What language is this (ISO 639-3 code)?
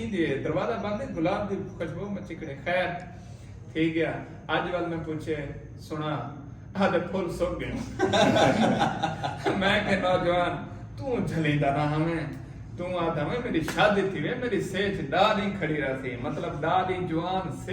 skr